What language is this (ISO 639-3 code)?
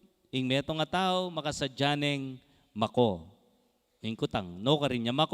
pam